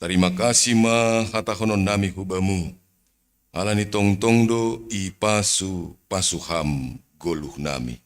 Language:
Batak Simalungun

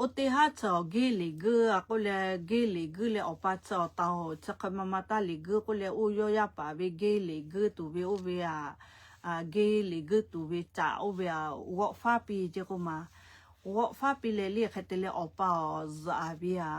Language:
Lahu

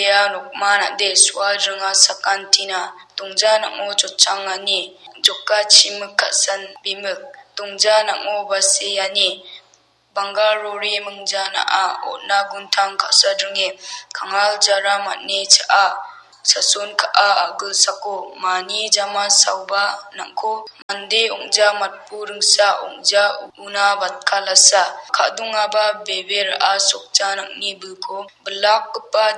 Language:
Garo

